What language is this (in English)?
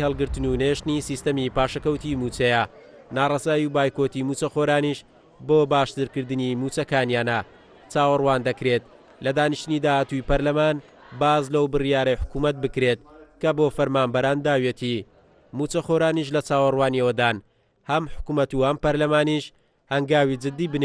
Central Kurdish